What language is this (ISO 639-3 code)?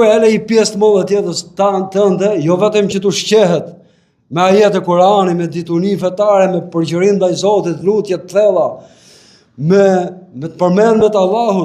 sqi